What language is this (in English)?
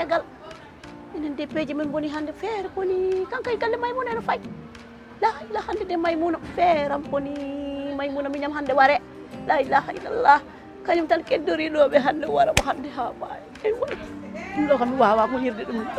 Fula